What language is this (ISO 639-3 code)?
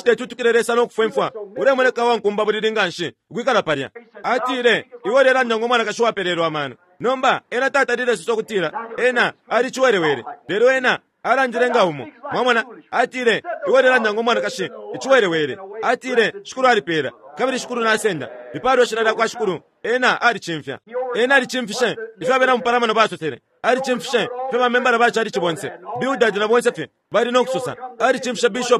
bem